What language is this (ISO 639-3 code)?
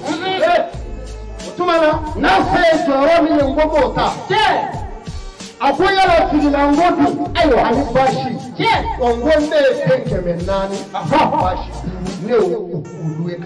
bam